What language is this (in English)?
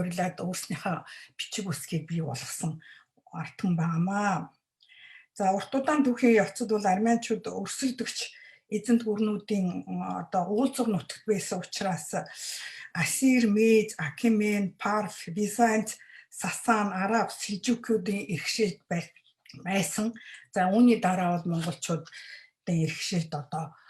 Mongolian